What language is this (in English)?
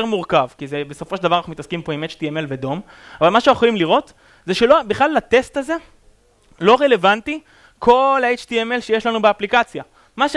Hebrew